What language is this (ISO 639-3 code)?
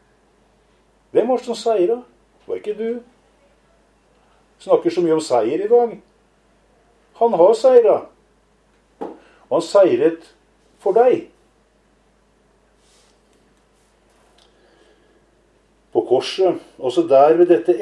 nor